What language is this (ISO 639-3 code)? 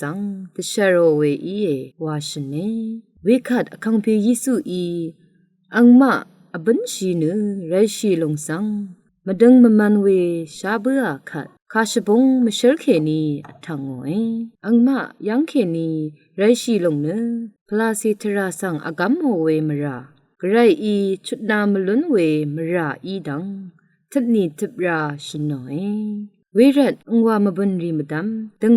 raw